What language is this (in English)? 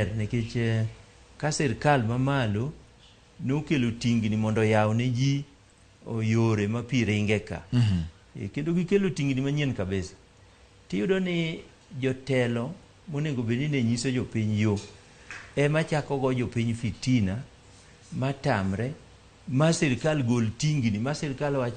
Luo (Kenya and Tanzania)